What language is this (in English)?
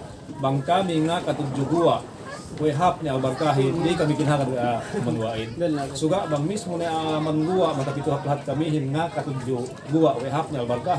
Yakan